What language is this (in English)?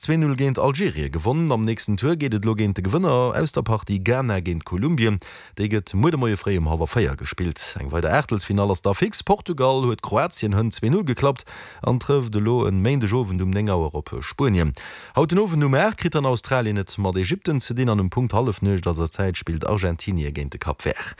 Luxembourgish